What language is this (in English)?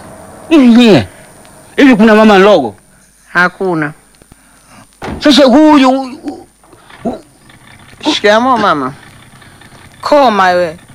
Swahili